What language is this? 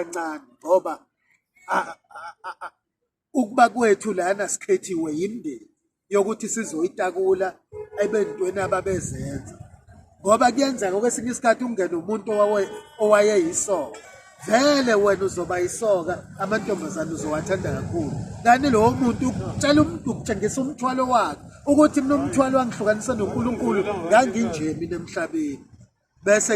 Zulu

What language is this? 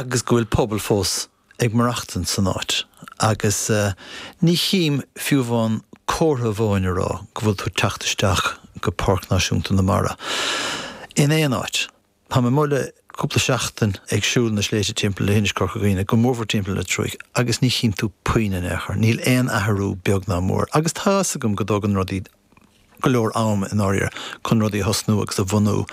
Irish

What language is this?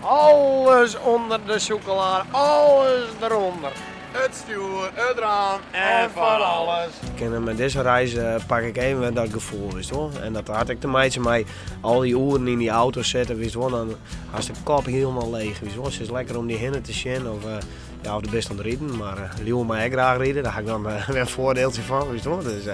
Western Frisian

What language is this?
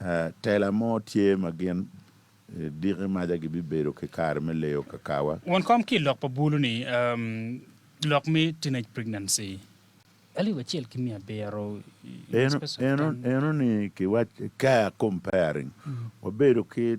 Acoli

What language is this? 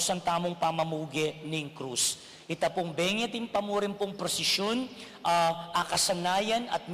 Pampanga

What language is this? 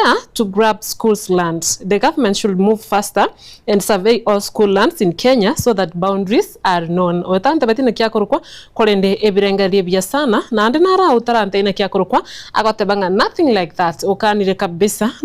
Gusii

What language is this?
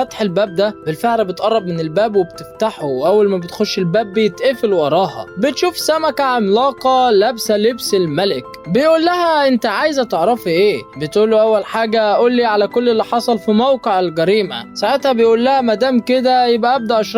Egyptian Arabic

